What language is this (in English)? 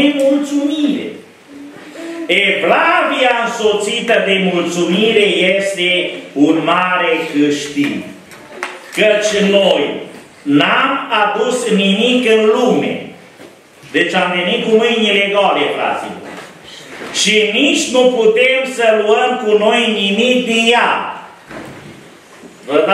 Romanian